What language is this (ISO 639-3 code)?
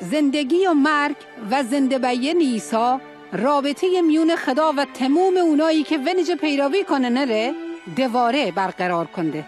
mzn